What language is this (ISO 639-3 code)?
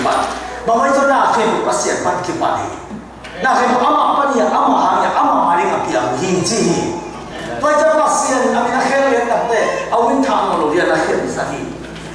ctd